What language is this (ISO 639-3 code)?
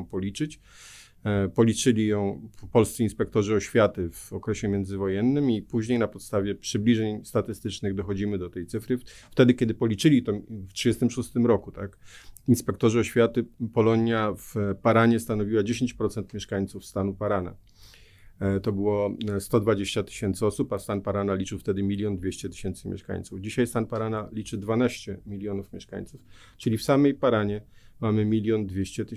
pol